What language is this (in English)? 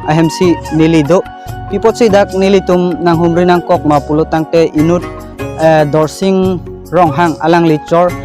Karbi